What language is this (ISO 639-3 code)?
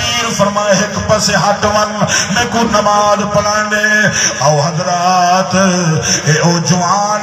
skr